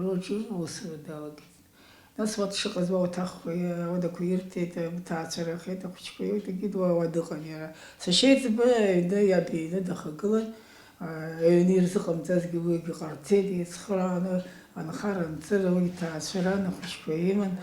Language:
Abkhazian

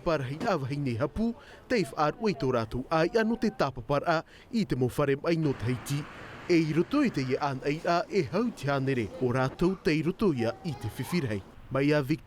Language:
Tahitian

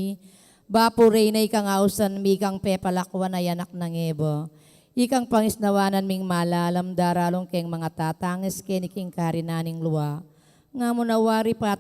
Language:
Pampanga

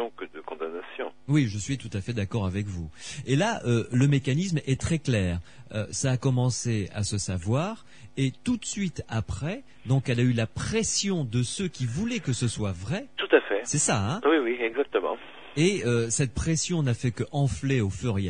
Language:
French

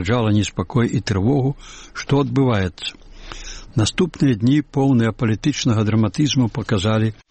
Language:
Belarusian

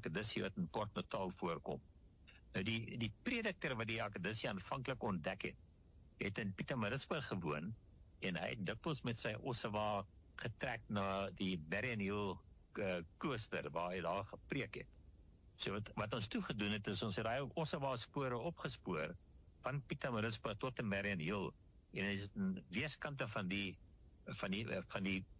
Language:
Afrikaans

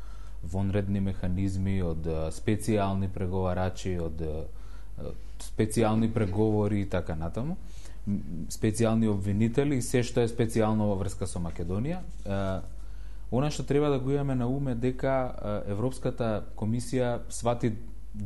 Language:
Macedonian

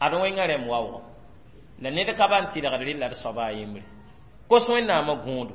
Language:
Mossi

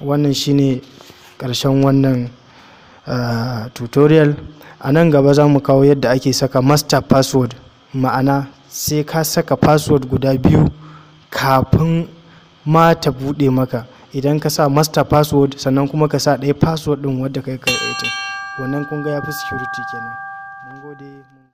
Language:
Hausa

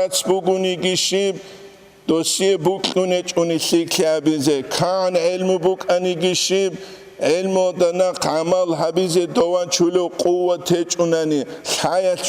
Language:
Avaric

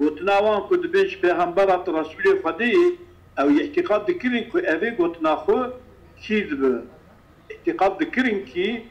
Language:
Kurdish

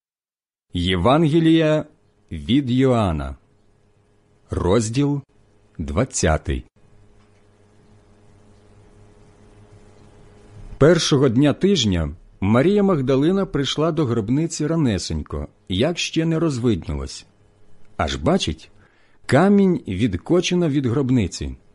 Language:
Ukrainian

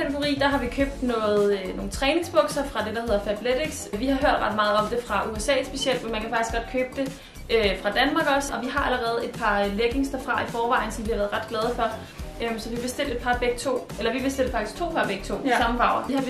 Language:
Danish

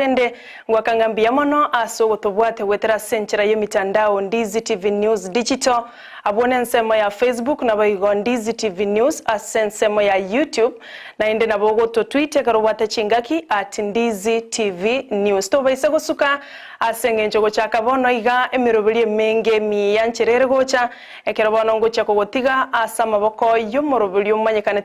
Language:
Gusii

